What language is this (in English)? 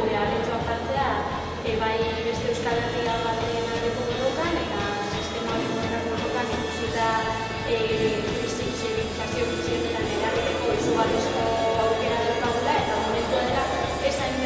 Basque